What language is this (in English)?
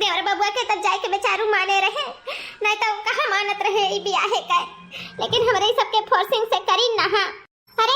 Awadhi